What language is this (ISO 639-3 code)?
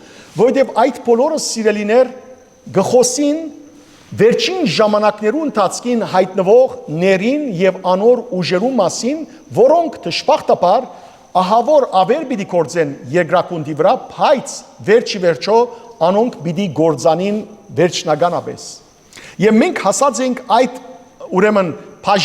hyw